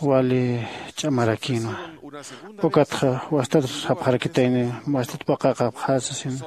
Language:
Aymara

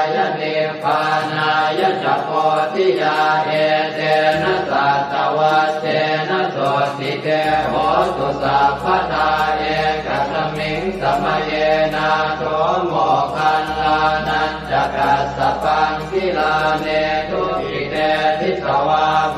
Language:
Pali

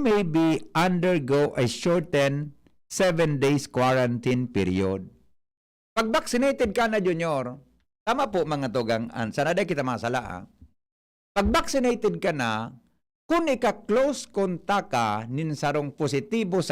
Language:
Bikol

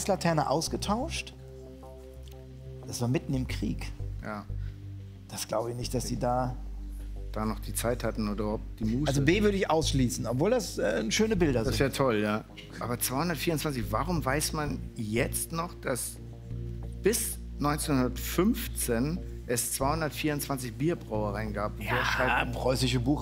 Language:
German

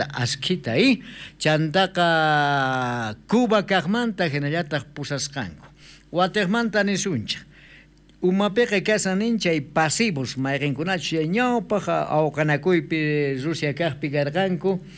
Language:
South Bolivian Quechua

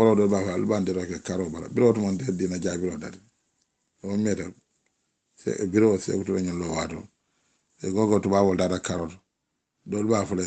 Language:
Mandingo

